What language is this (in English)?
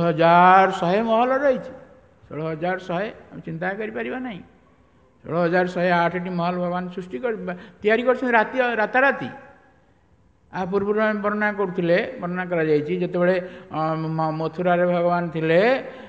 Odia